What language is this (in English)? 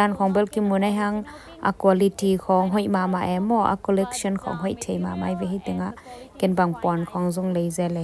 Tedim Chin